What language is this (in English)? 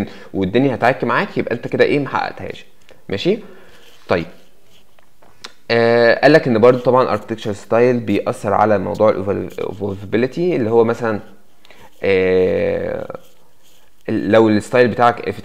Egyptian Arabic